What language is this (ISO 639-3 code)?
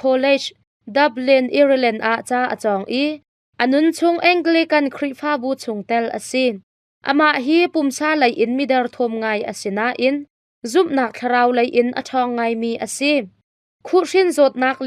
cnh